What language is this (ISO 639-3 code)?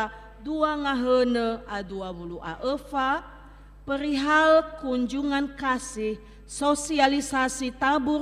nia